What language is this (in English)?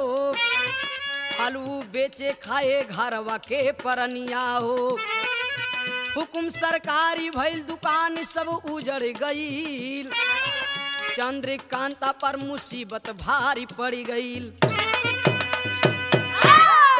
Bhojpuri